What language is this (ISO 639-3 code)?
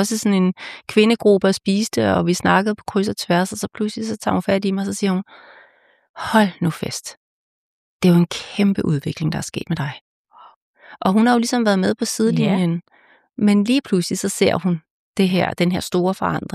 dan